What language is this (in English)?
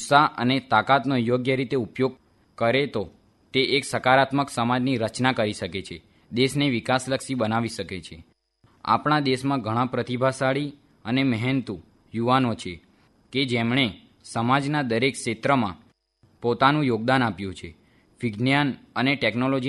Gujarati